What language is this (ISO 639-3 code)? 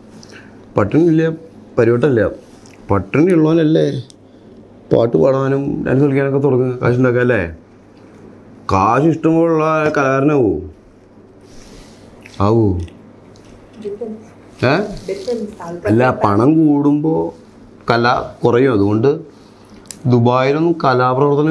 mal